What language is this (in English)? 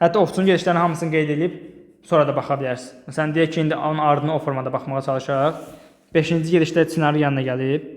Azerbaijani